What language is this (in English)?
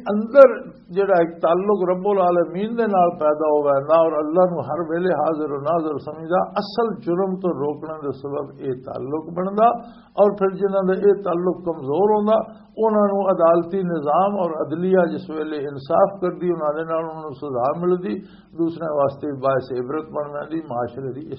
Western Panjabi